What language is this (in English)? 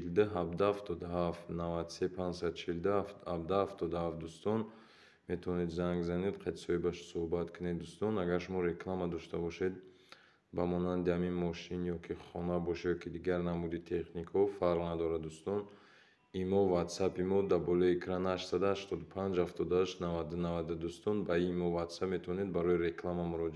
Tajik